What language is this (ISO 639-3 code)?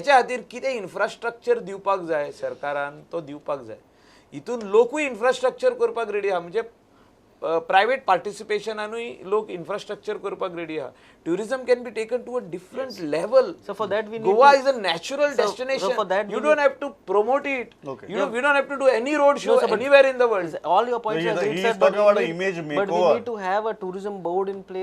kok